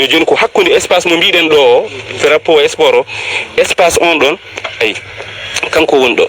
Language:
Fula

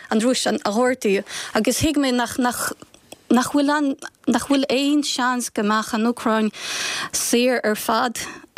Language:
Irish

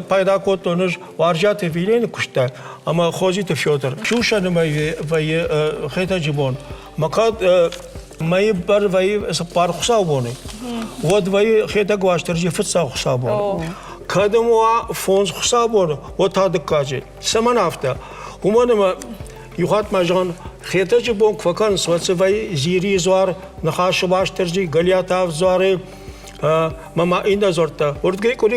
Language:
Ossetic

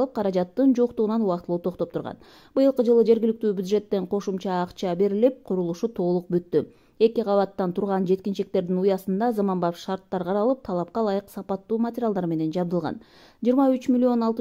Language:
Kyrgyz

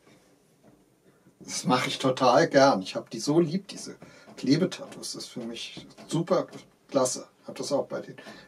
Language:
German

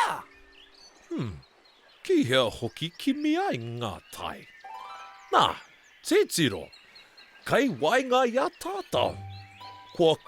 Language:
Māori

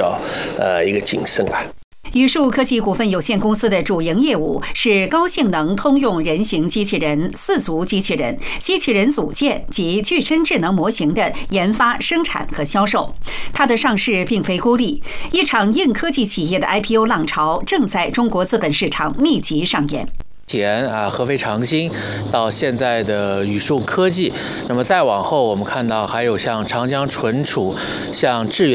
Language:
Chinese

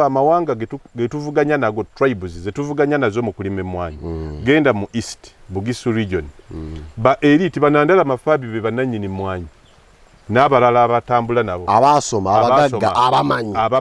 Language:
Ganda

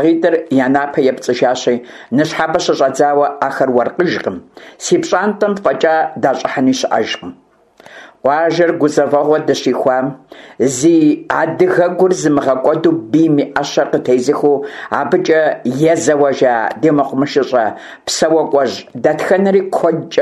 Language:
Kabardian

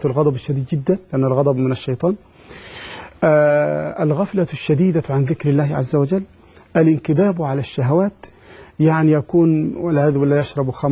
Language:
Arabic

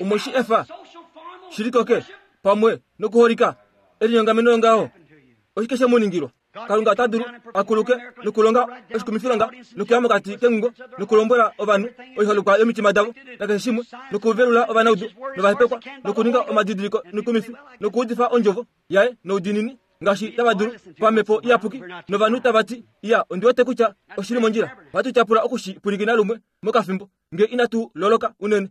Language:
Kuanyama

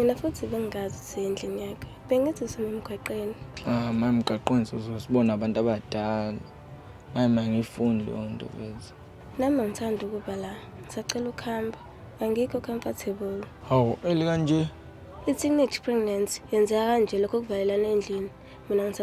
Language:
Zulu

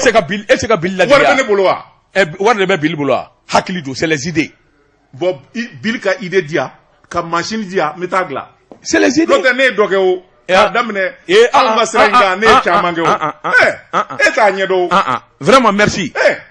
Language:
Bambara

